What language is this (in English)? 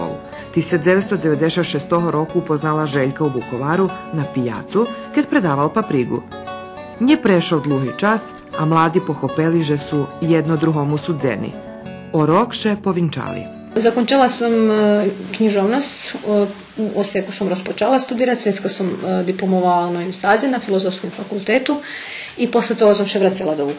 Rusyn